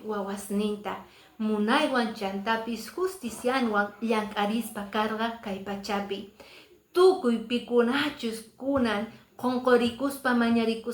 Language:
Quechua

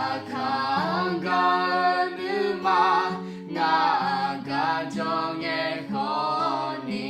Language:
Akha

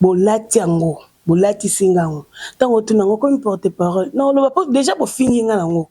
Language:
Lingala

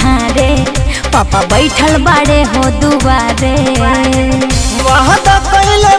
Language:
Bhojpuri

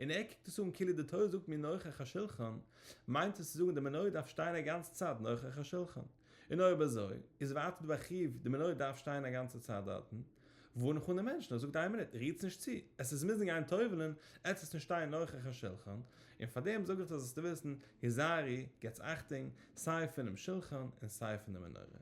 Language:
Yiddish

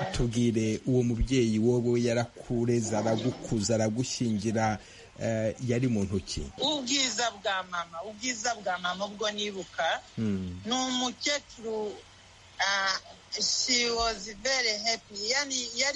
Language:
Kinyarwanda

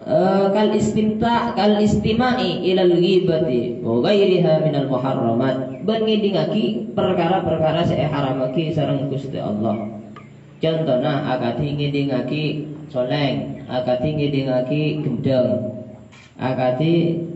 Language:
Madurese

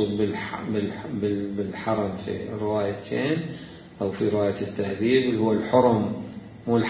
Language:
Mesopotamian Arabic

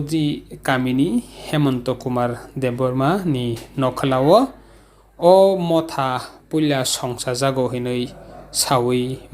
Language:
Kok Borok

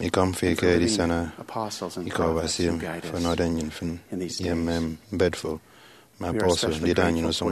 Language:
Efik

